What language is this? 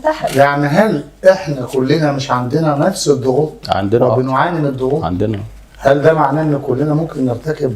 Egyptian Arabic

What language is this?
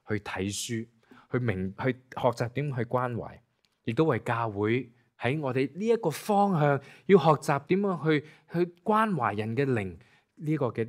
Cantonese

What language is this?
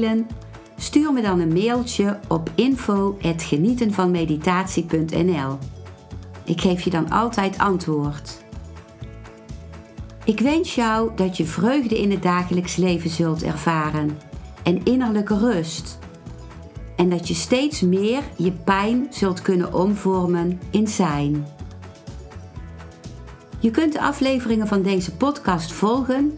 Dutch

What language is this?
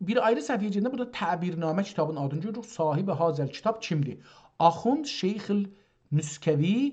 South Azerbaijani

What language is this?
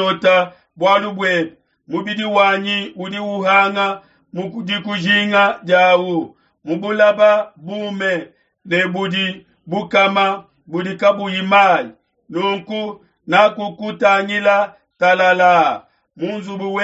Luba-Lulua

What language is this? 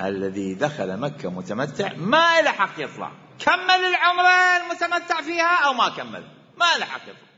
Mesopotamian Arabic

